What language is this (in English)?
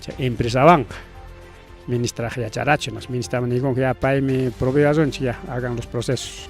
Ayacucho Quechua